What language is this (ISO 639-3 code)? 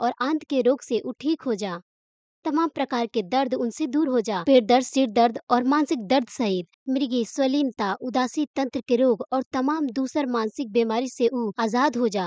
bho